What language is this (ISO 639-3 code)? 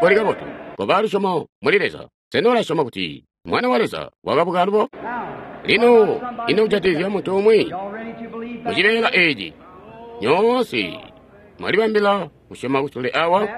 toi